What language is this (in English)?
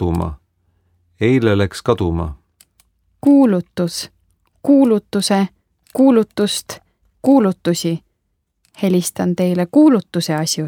Estonian